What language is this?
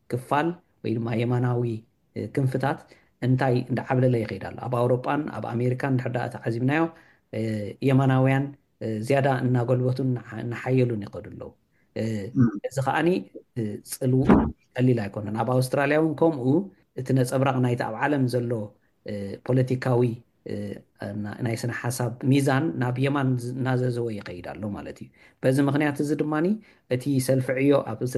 Tigrinya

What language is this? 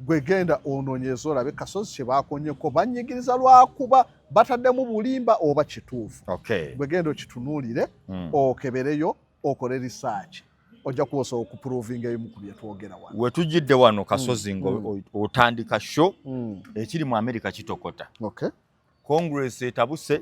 Ganda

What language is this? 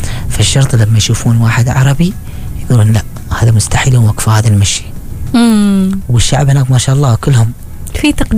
Arabic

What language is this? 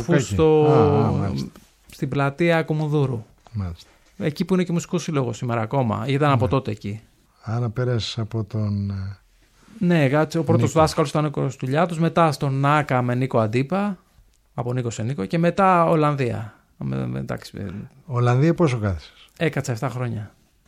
Greek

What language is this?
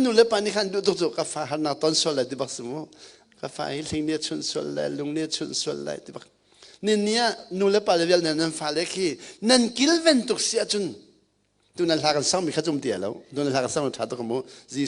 Hakha Chin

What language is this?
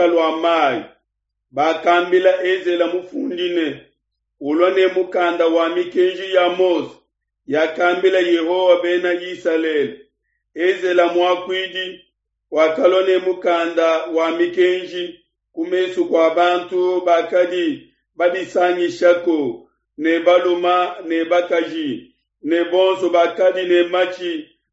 Luba-Lulua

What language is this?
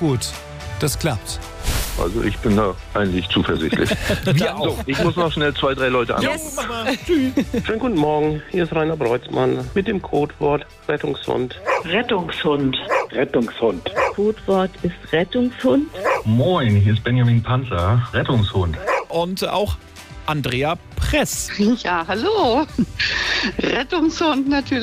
German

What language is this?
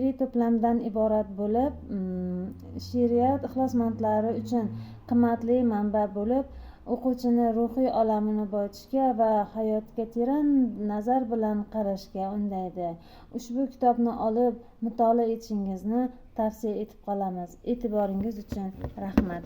Uzbek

